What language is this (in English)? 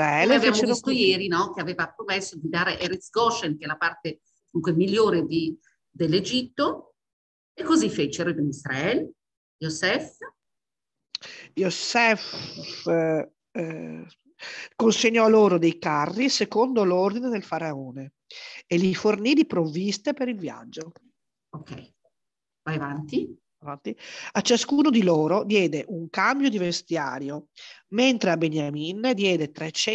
Italian